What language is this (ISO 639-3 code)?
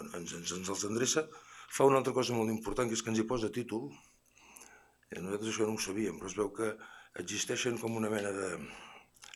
cat